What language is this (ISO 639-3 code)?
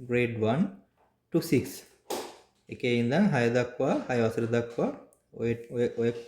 sin